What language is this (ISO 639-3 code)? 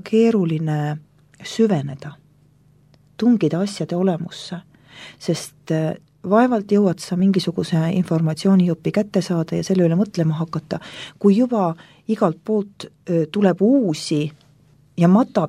est